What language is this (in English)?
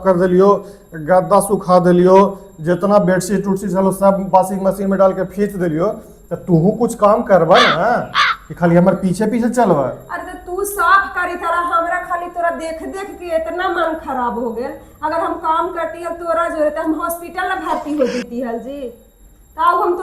Magahi